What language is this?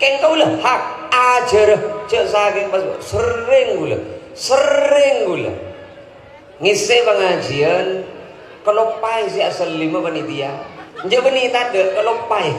Madurese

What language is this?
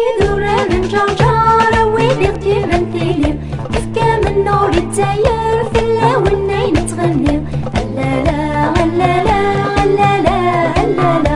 Kabyle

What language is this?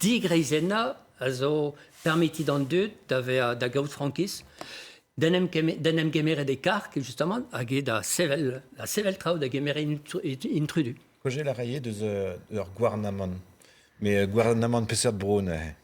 Breton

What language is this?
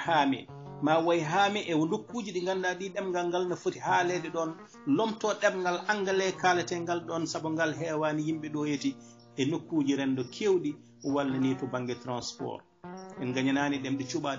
Fula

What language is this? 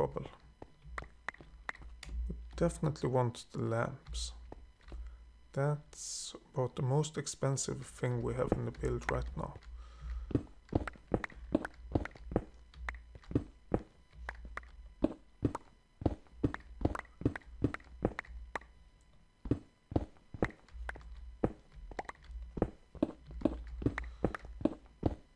English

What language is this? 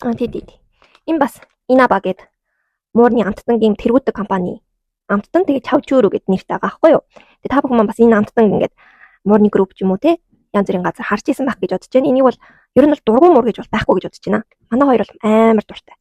Mongolian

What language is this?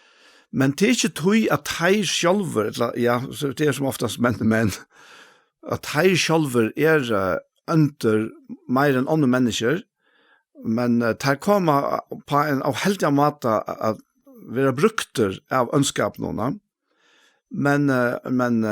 Faroese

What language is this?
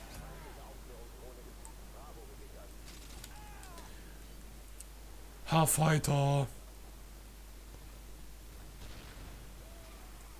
German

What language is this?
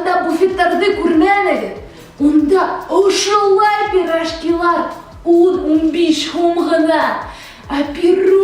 Bashkir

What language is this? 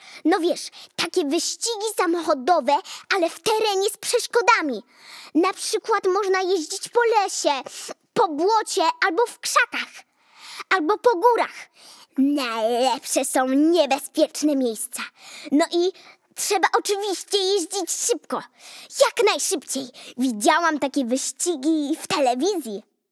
Polish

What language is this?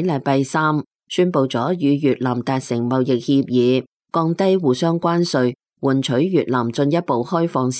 Cantonese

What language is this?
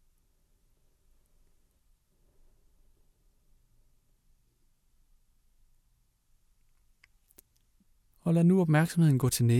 Danish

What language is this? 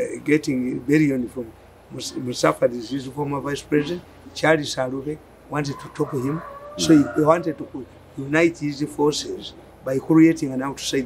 English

